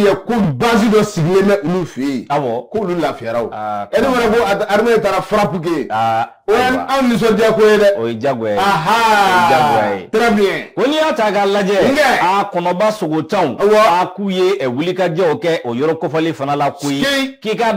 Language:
Bambara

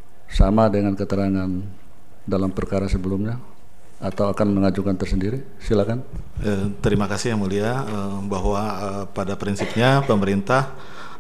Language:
Indonesian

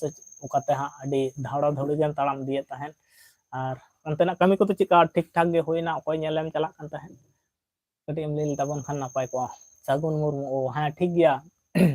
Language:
Santali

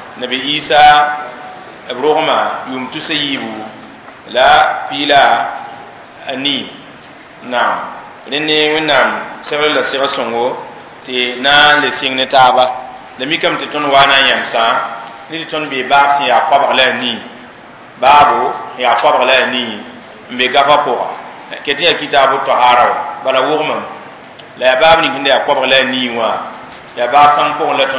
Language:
Mossi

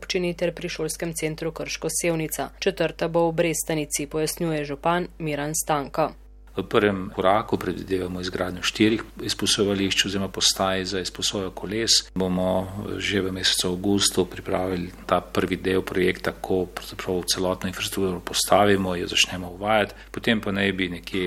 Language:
Slovenian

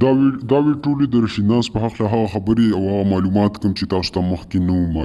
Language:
Pashto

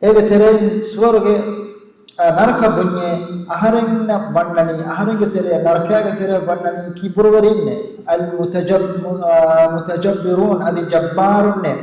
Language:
Divehi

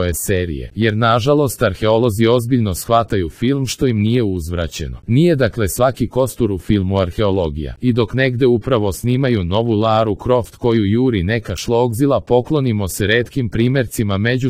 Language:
Serbian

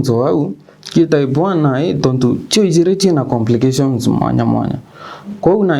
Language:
Meru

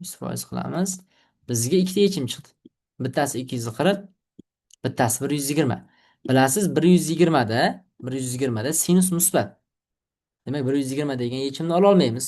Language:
Uzbek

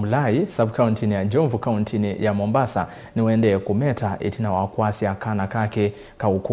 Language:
Kamba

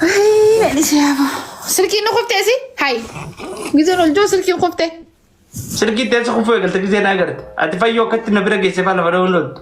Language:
Oromo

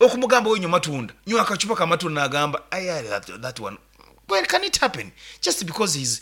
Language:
Nyankole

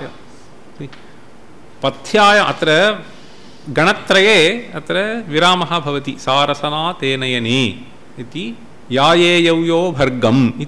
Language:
Sanskrit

